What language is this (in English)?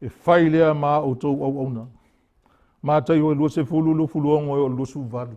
Samoan